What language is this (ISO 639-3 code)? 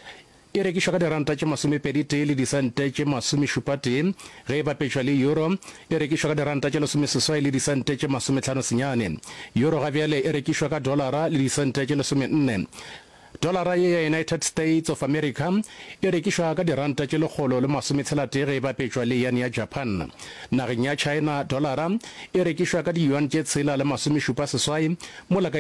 nso